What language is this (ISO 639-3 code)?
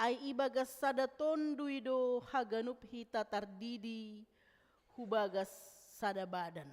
bts